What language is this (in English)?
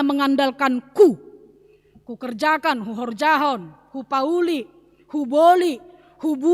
Batak Simalungun